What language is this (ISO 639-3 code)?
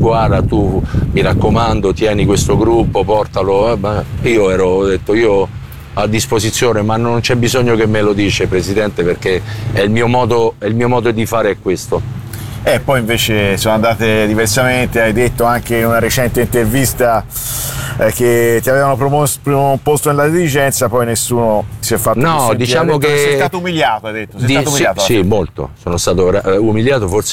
ita